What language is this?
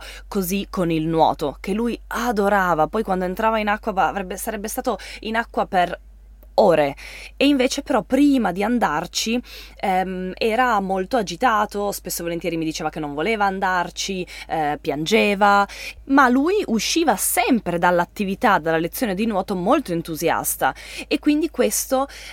Italian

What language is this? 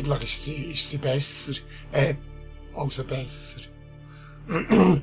Swiss German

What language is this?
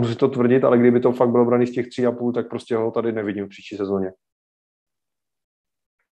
Czech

